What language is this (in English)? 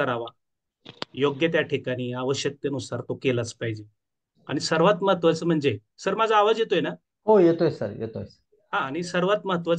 Marathi